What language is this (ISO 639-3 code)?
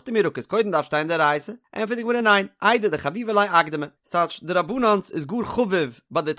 yid